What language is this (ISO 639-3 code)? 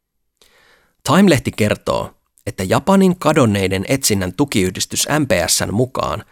fin